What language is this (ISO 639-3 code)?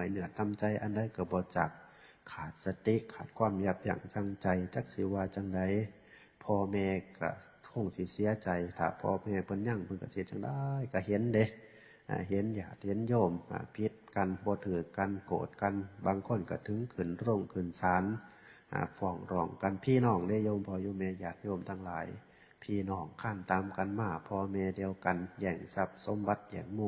tts